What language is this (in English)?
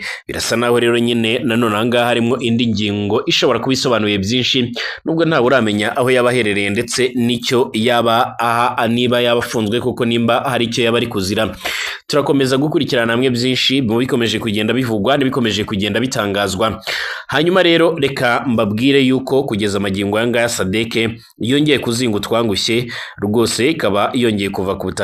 Kinyarwanda